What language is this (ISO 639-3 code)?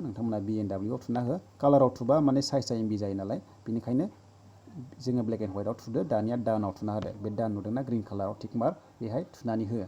brx